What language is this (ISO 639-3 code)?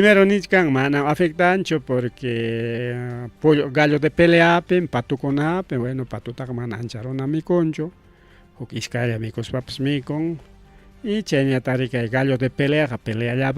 quy